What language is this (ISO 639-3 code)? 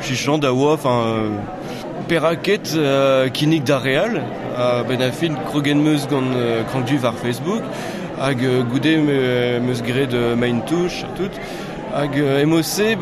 bre